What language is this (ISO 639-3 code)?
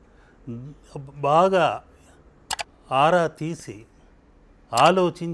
tel